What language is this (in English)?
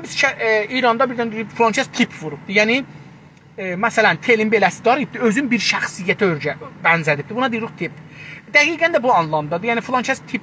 South Azerbaijani